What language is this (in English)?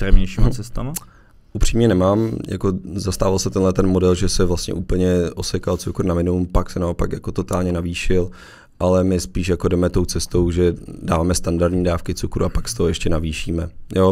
Czech